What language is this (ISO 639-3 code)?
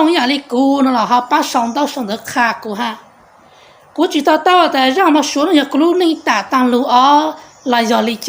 hmn